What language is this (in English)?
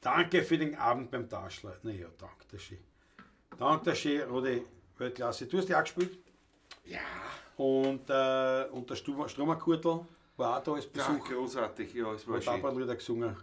Bavarian